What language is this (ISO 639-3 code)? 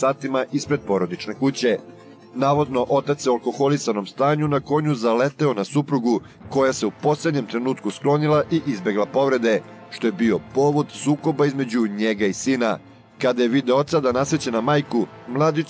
srp